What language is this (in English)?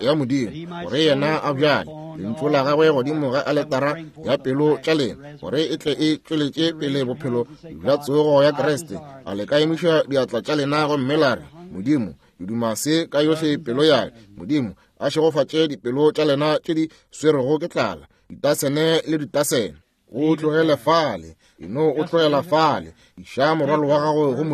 Northern Sotho